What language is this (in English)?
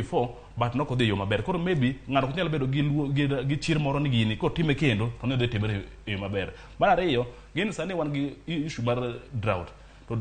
Luo (Kenya and Tanzania)